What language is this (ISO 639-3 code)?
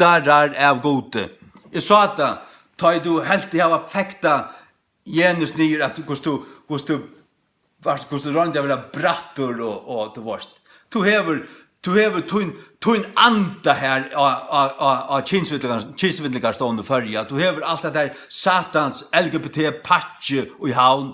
fao